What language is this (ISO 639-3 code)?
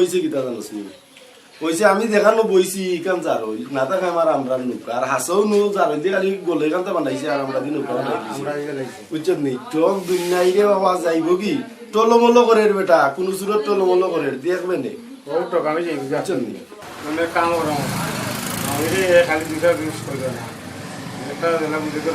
syl